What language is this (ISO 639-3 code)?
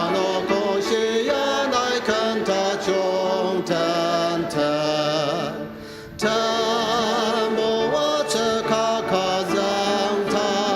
njo